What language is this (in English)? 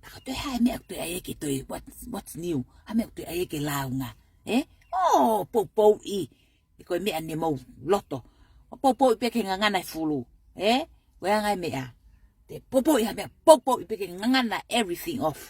Tongan